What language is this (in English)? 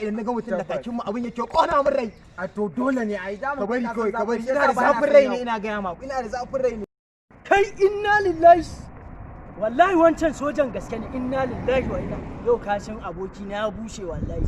Hausa